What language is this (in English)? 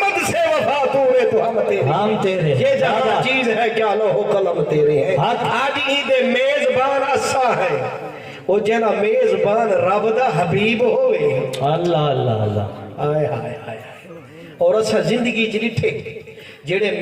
Saraiki